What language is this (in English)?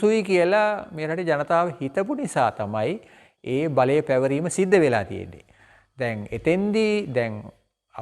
Sinhala